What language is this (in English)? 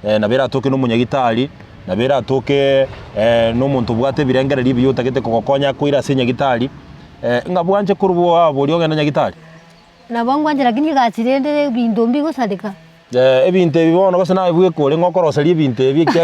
Gusii